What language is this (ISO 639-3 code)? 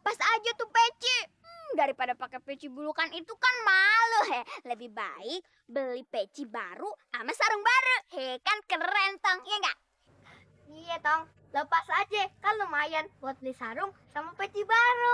bew